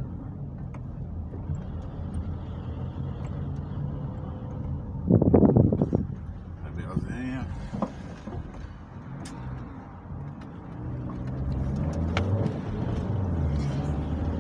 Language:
Portuguese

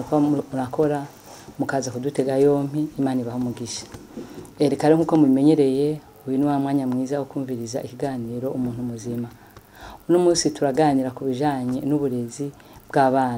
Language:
Rundi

